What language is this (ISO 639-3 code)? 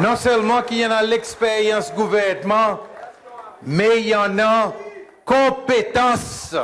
crs